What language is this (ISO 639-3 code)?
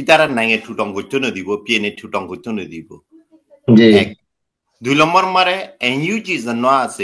rhg